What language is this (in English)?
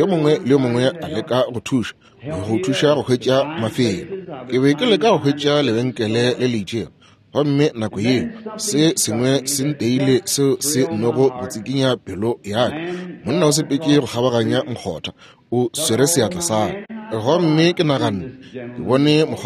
Northern Sotho